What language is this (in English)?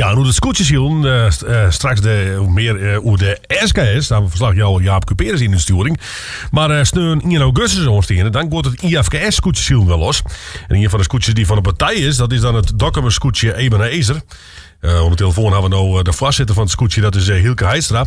Western Frisian